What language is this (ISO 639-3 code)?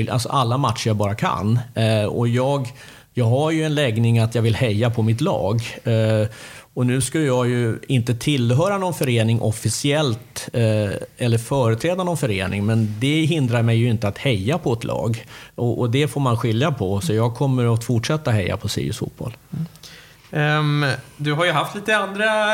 swe